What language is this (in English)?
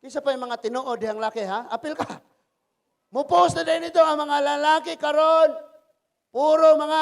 Cebuano